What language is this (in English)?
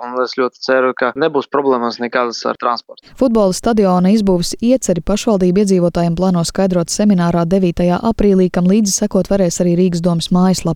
Latvian